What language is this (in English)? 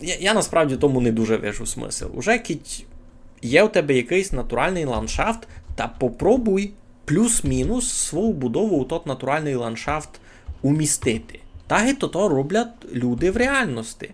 Rusyn